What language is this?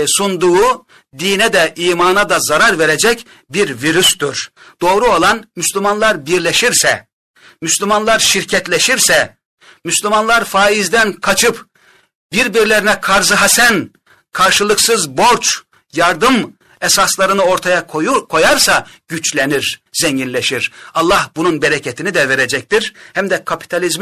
Turkish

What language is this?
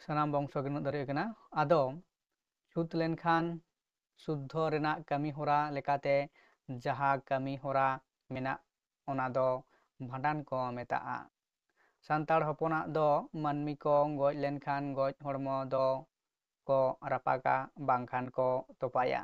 Santali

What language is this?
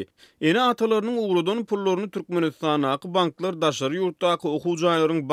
Turkmen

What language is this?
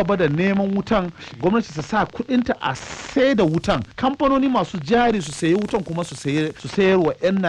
Hausa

